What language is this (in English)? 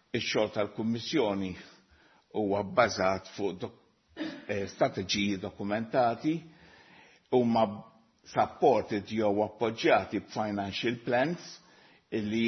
Maltese